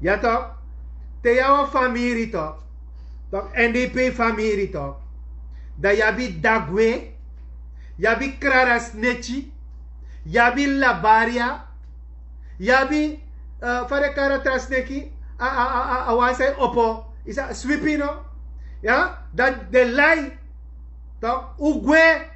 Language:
Sranan Tongo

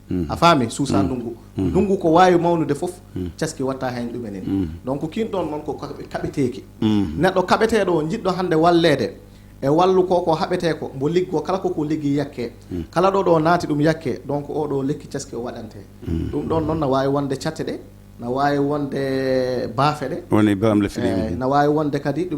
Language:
Fula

